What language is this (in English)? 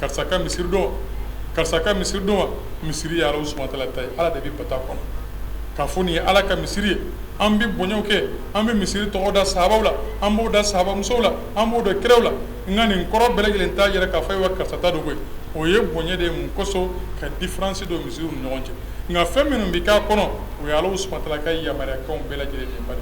Bambara